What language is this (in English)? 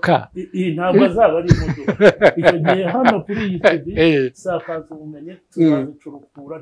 Kinyarwanda